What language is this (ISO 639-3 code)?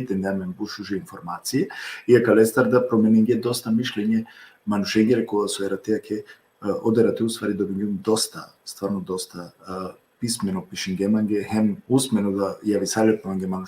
rmn